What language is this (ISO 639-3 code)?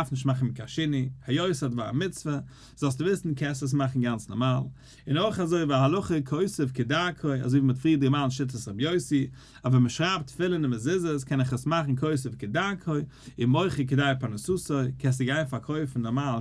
yid